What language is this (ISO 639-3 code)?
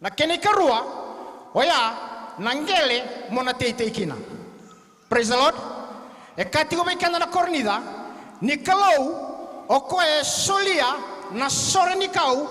fij